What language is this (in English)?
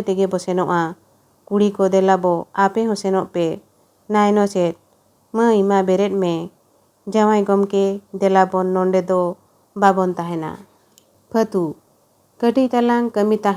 Santali